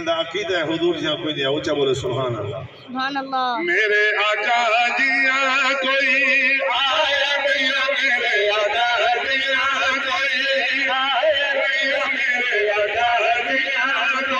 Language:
Saraiki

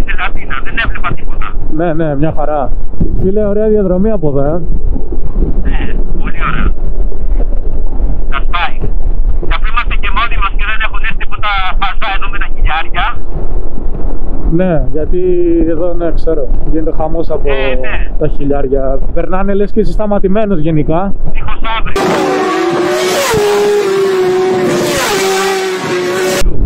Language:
Greek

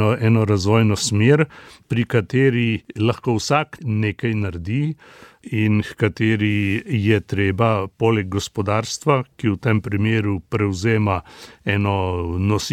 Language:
Slovenian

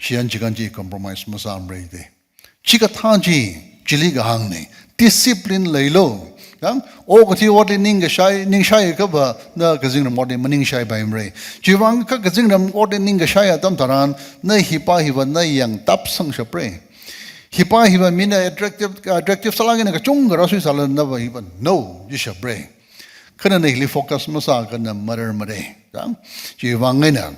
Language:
Tangkhul Naga (India)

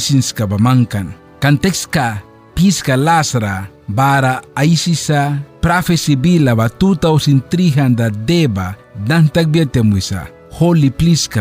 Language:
Mískito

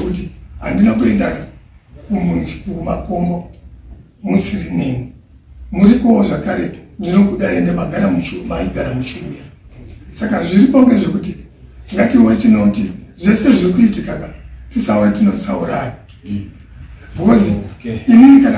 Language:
Shona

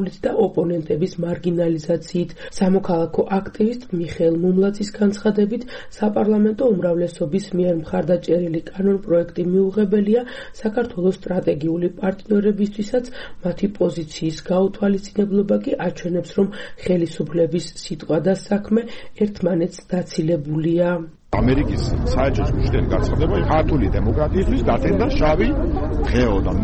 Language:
Georgian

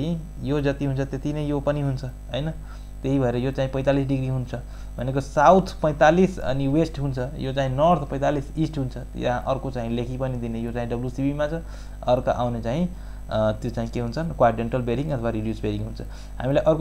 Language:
Nepali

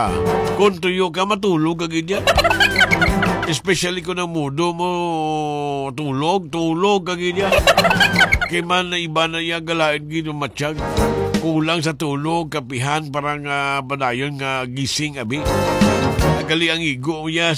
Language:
Hiligaynon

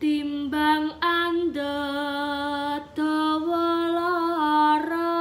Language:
Javanese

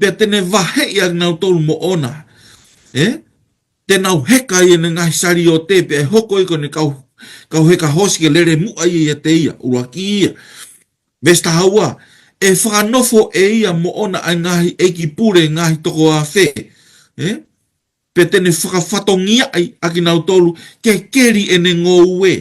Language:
Tongan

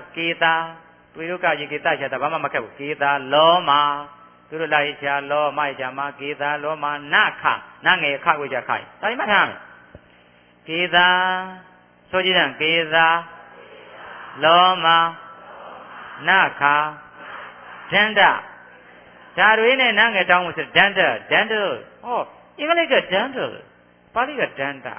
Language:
Burmese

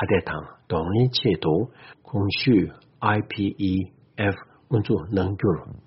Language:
Tibetan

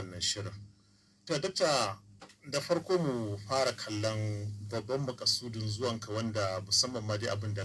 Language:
Hausa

